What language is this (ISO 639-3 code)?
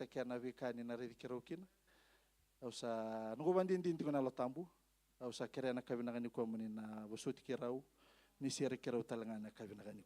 fij